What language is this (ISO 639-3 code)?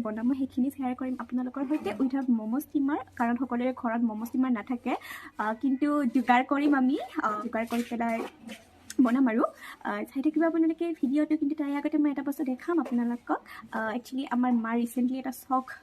asm